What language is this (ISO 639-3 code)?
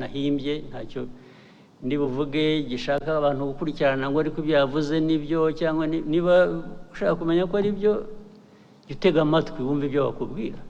kin